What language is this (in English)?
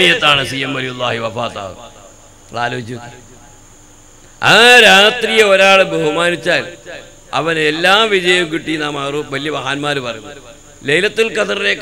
Malayalam